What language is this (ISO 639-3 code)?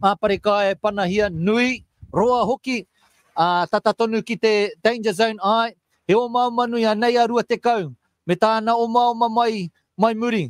mri